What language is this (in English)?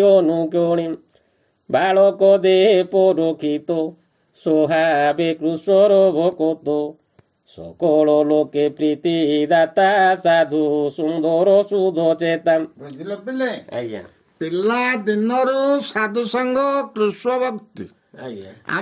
Odia